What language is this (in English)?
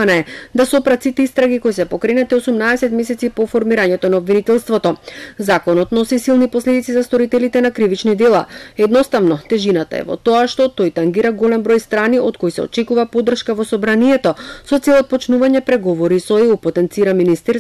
Macedonian